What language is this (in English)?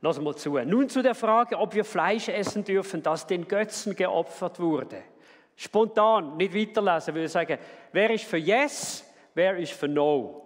Swiss German